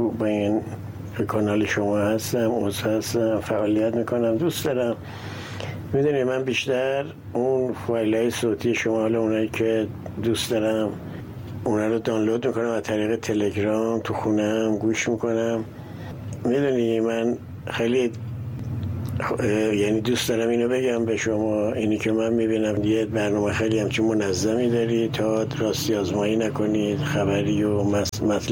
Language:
Persian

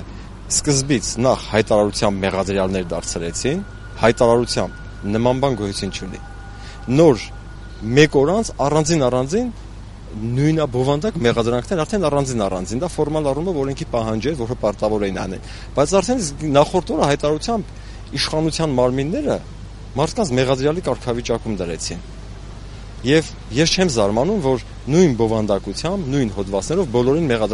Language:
Armenian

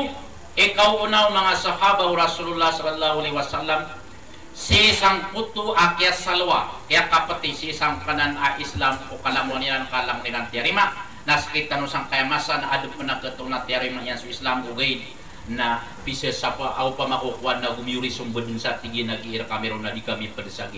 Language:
Maranao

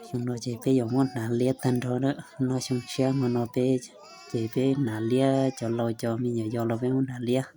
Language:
Hmong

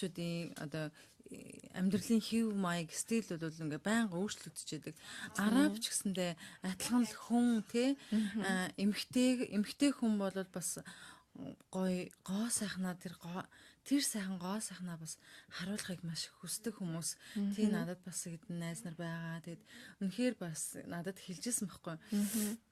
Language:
Mongolian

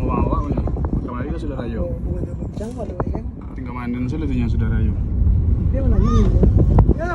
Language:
Minangkabau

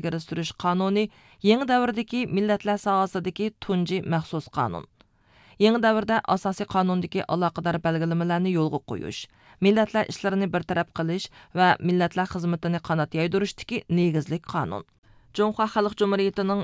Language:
Uyghur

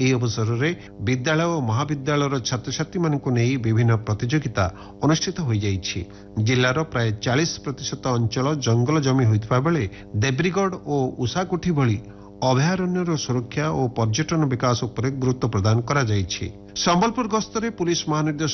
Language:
Odia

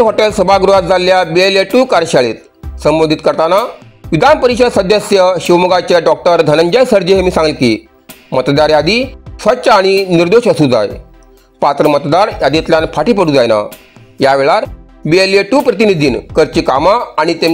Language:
Konkani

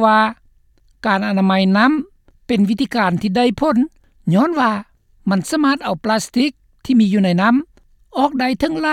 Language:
Lao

